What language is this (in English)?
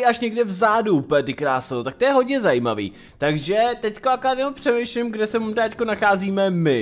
Czech